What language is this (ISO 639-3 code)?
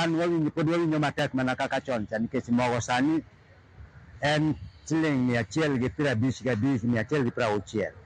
luo